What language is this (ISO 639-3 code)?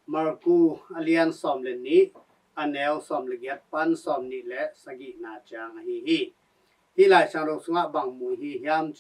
ctd